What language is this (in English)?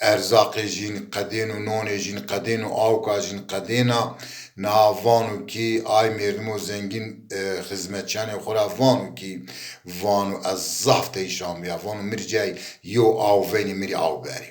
Zaza